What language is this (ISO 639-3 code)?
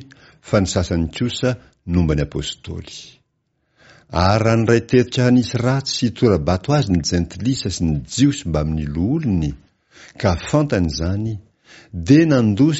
mlg